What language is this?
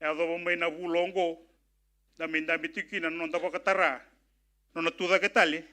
Fijian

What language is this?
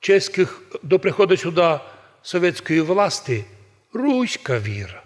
Rusyn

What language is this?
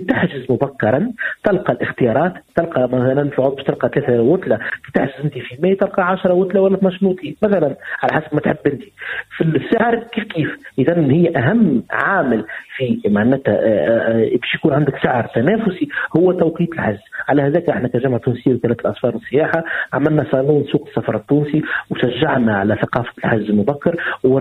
Tunisian Arabic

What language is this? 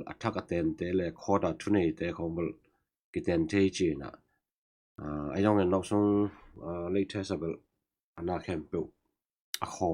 Tedim Chin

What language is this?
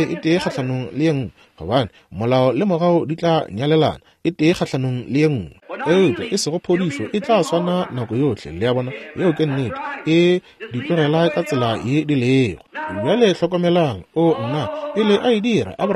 Northern Sotho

